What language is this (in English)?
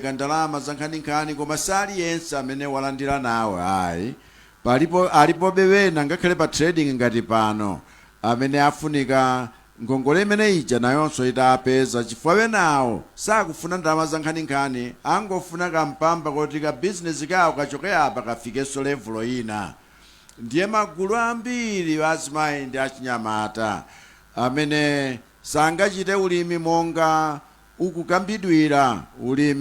Nyanja